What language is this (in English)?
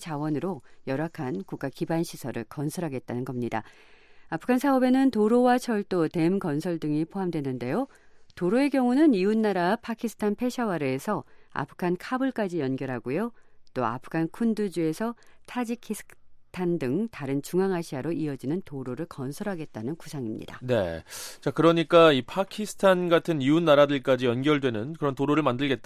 Korean